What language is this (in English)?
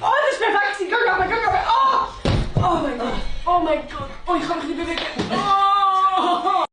Swiss German